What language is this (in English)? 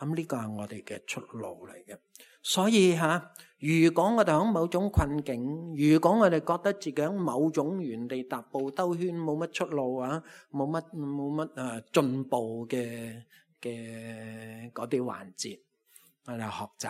Cantonese